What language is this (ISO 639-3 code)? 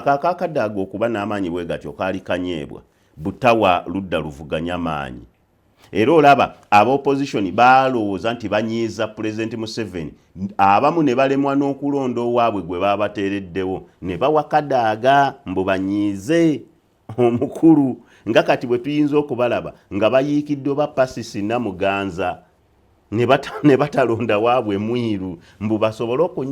lug